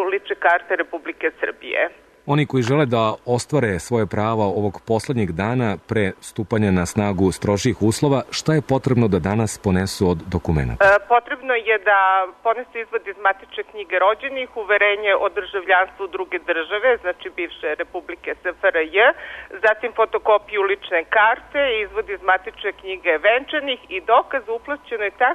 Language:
Serbian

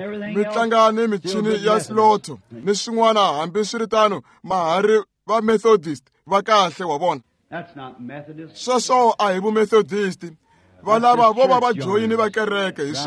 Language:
Tsonga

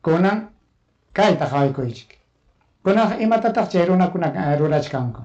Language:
Ayacucho Quechua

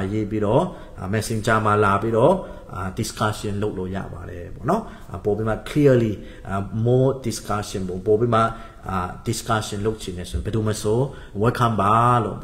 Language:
Burmese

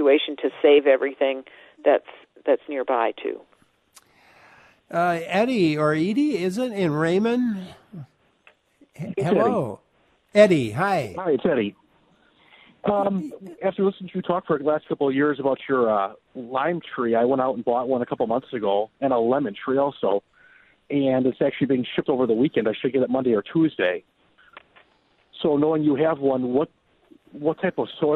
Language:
English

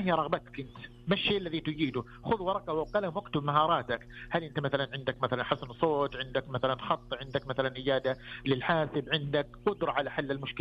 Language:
Najdi Arabic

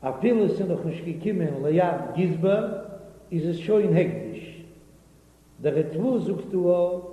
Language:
Yiddish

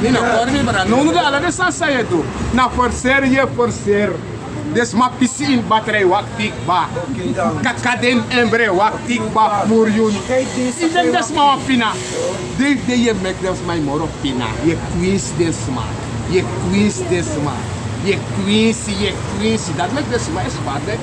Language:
Sranan Tongo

